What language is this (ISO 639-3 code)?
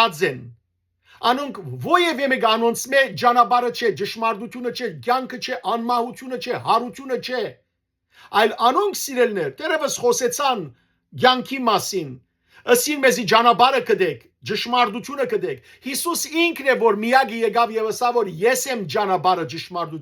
hyw